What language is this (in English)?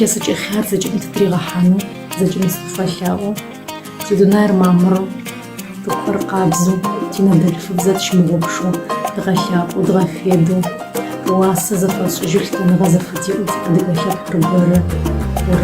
Kabardian